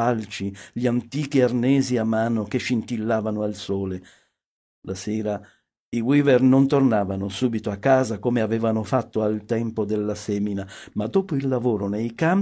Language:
Italian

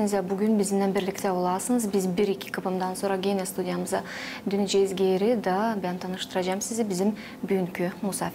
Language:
Gagauz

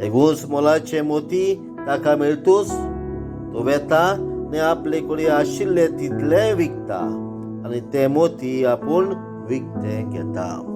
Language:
Konkani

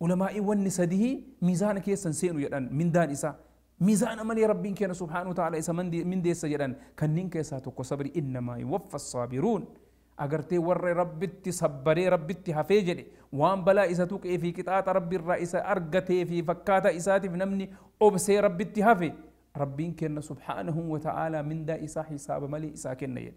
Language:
Oromo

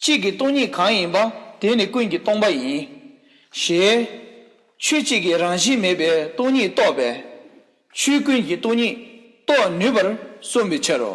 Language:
Tibetan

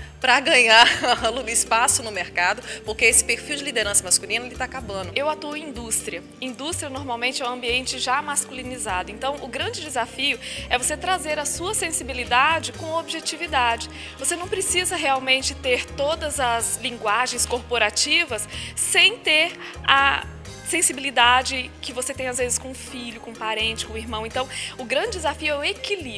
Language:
Portuguese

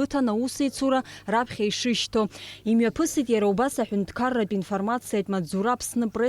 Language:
Abkhazian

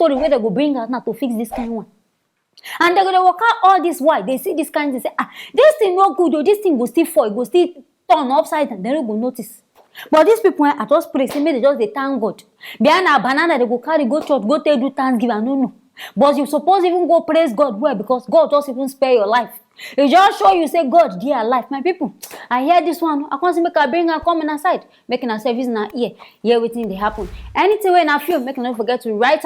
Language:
Nigerian Pidgin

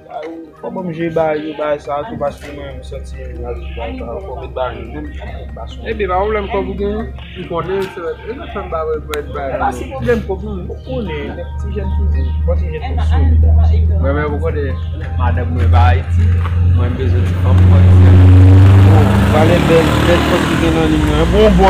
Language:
Haitian Creole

